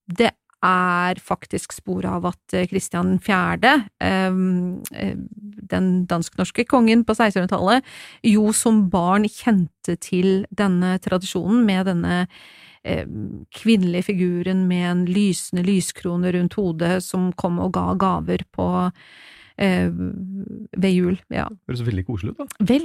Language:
Norwegian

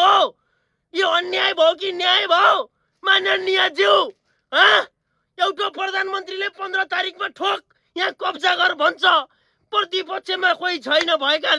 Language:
Nepali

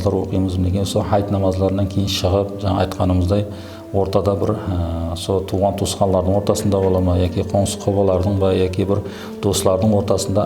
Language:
Kara-Kalpak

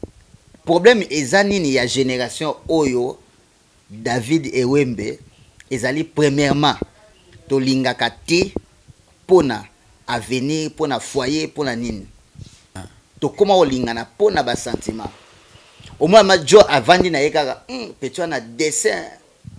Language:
Lingala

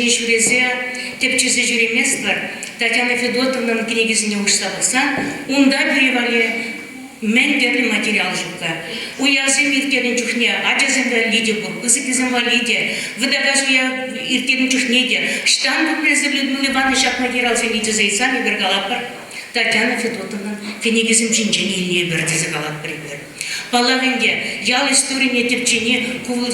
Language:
Chuvash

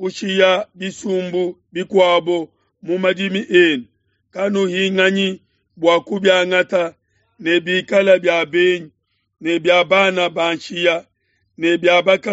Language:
Luba-Lulua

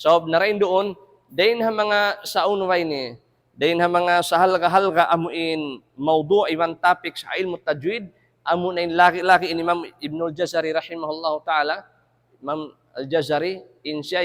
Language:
Tausug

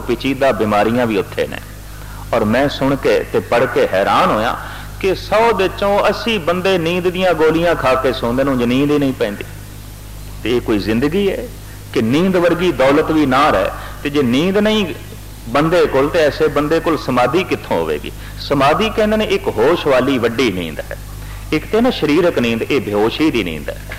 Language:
Punjabi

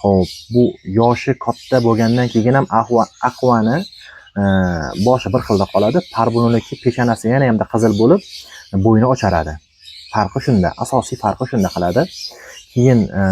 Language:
Uzbek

